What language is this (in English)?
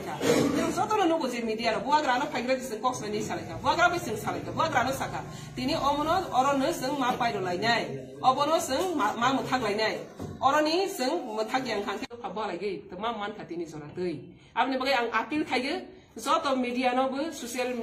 Riang (India)